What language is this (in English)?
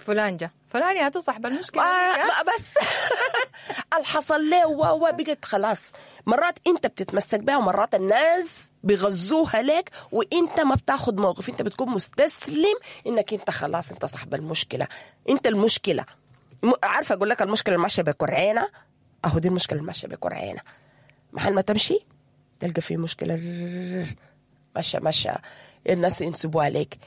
Sudanese Arabic